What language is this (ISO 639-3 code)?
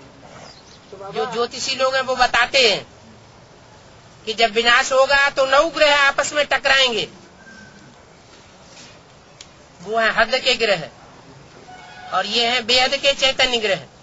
hin